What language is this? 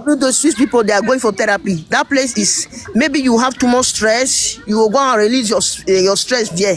Nigerian Pidgin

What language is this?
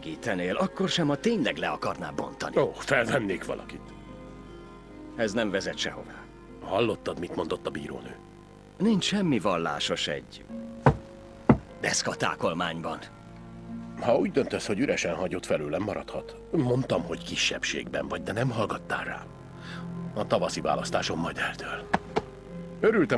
Hungarian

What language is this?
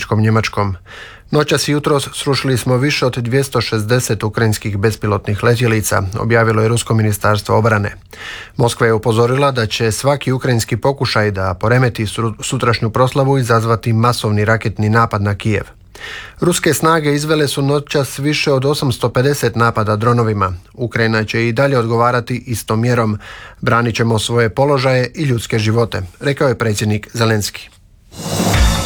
Croatian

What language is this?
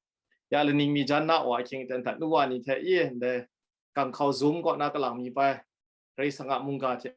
Kachin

